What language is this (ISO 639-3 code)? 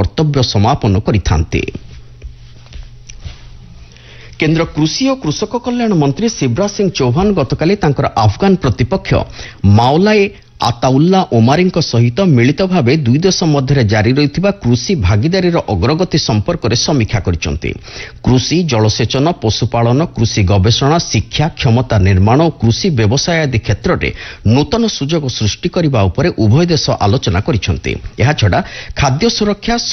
ori